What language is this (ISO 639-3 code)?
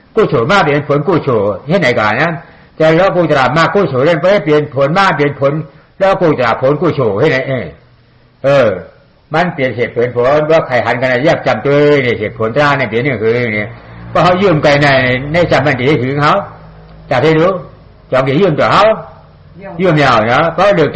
shn